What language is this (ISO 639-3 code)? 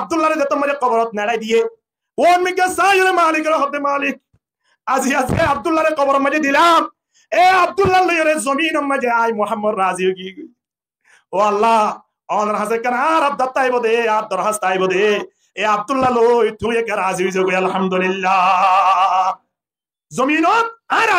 rhg